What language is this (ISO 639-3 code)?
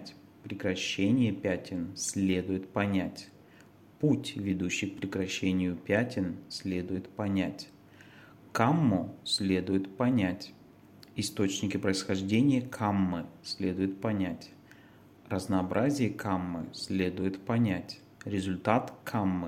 rus